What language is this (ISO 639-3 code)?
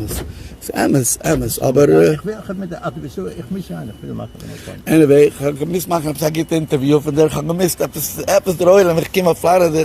yid